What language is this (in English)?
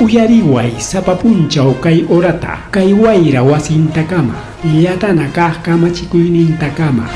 Ayacucho Quechua